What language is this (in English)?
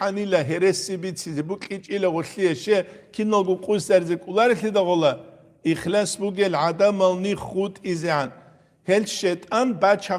Avaric